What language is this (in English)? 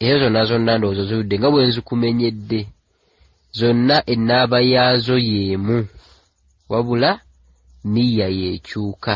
Ganda